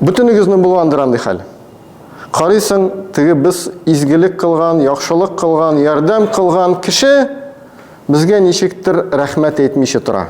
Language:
Tatar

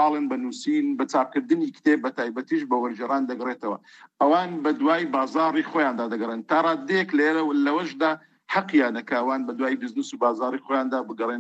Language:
Central Kurdish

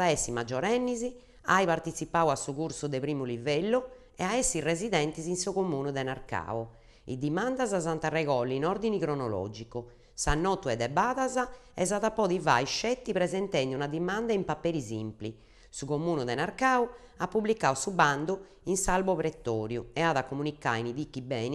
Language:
Sardinian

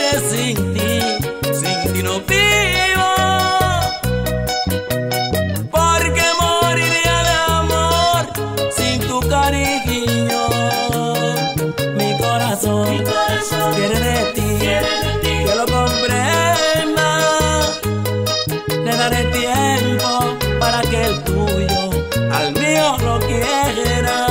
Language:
Spanish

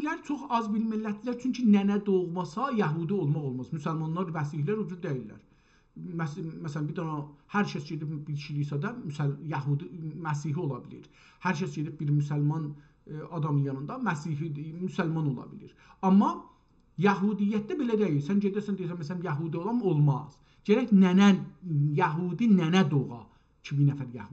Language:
South Azerbaijani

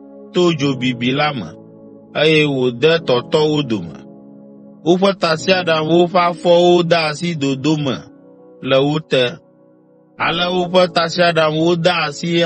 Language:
Ewe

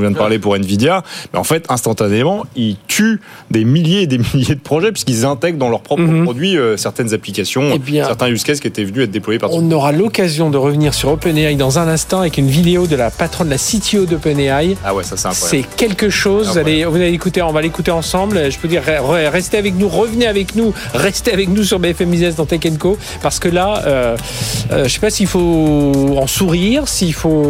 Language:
French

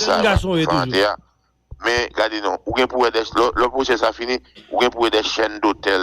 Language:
Haitian Creole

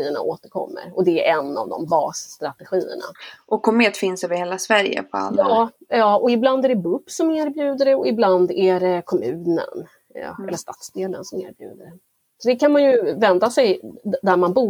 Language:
Swedish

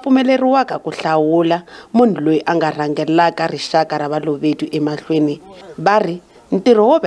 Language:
Tsonga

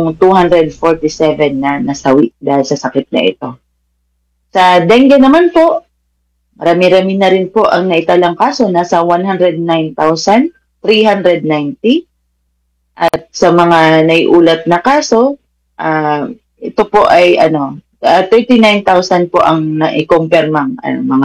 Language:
Filipino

